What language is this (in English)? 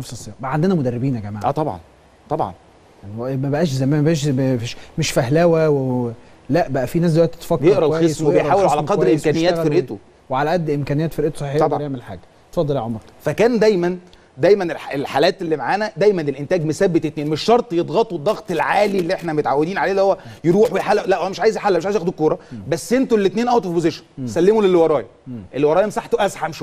Egyptian Arabic